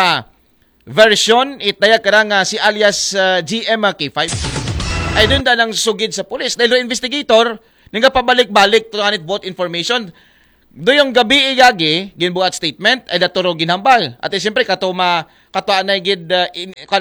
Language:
Aklanon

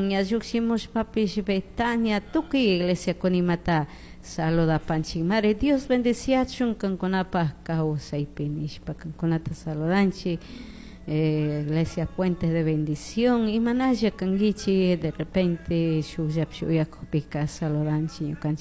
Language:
Chimborazo Highland Quichua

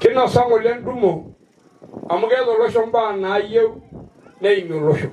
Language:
Masai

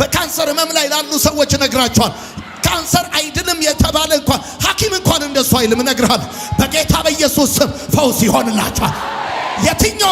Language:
Amharic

